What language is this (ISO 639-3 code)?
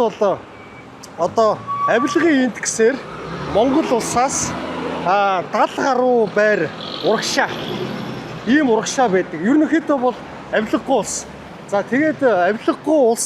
mon